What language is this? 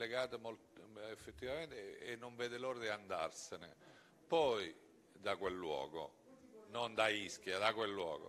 Italian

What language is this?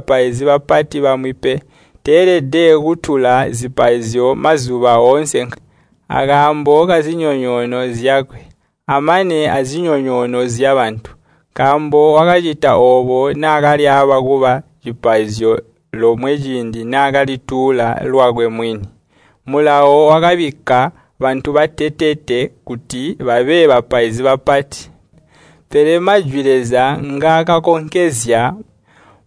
Tonga (Zambia)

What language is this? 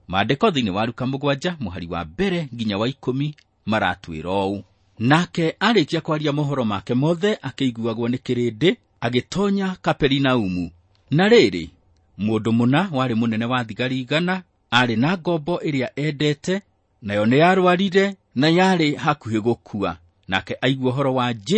Kikuyu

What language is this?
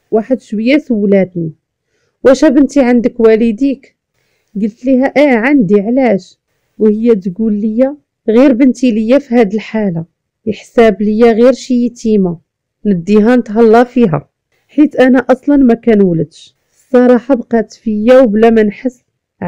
Moroccan Arabic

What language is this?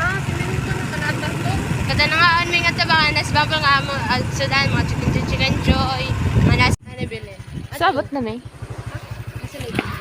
Cebuano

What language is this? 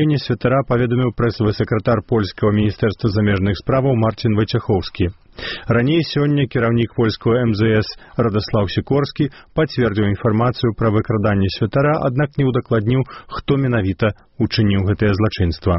Belarusian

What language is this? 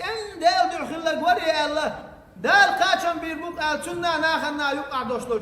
Chechen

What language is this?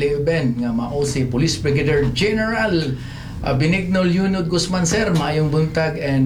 Cebuano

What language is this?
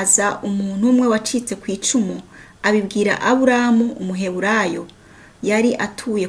Kinyarwanda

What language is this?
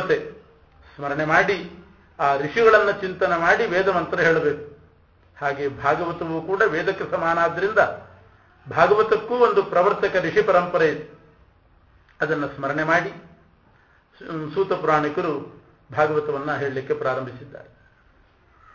Kannada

